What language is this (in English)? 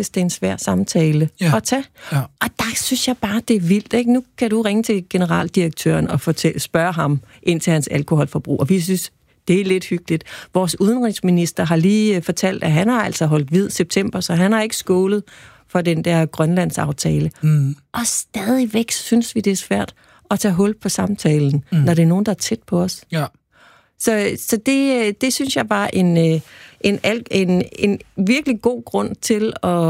Danish